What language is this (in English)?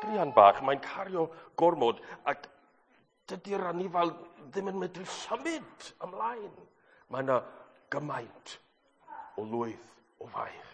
Welsh